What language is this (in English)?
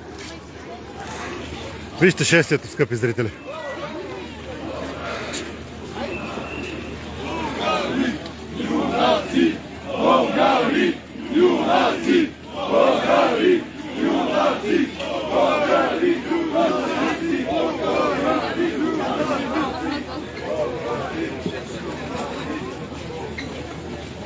Bulgarian